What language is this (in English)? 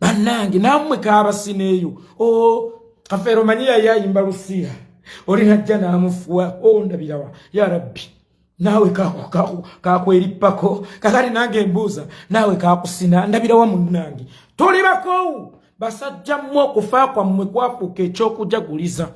Ganda